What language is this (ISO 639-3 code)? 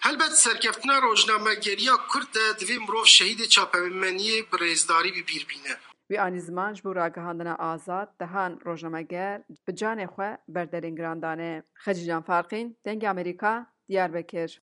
kur